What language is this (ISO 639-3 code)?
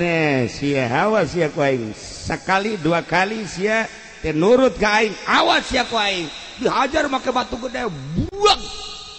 sun